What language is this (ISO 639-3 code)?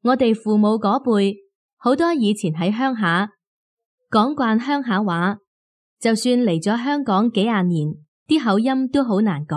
yue